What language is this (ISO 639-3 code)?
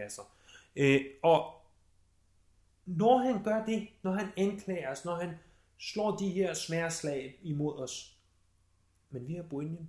dan